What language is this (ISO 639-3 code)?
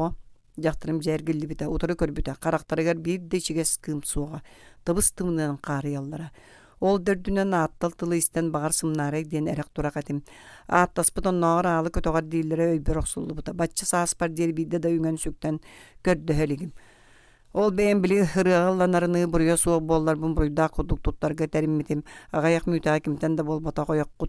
sah